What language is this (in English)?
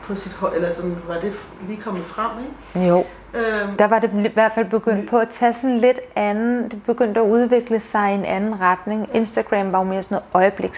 Danish